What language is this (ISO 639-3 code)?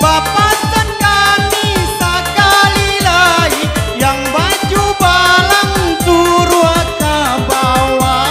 min